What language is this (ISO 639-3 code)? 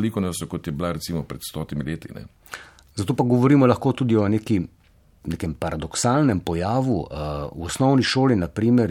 slv